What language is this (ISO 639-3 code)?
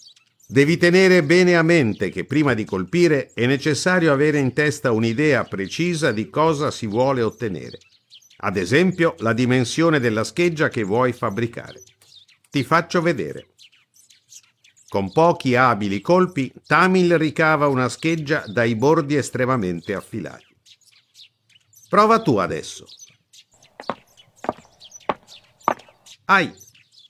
ita